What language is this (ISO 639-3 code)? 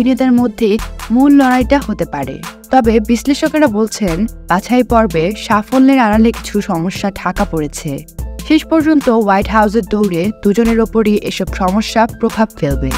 ben